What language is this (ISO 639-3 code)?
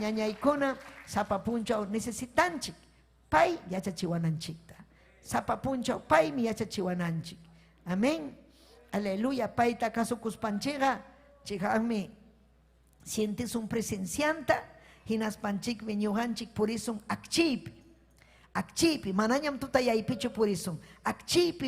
quy